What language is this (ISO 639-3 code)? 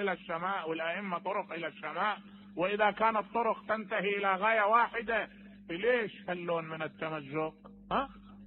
acm